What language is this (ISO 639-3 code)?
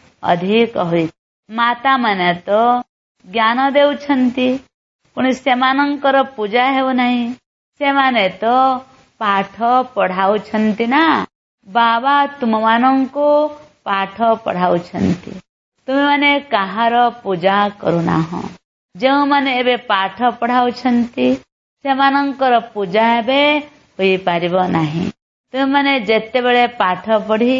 ori